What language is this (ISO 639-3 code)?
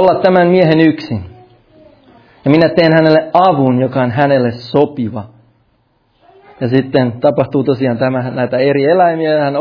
fin